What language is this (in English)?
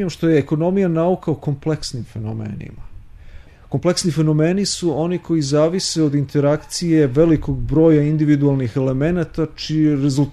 Serbian